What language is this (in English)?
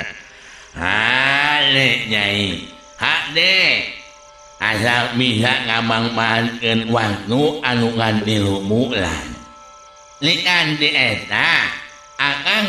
Sundanese